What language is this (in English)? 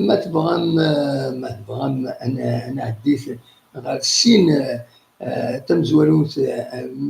Kabyle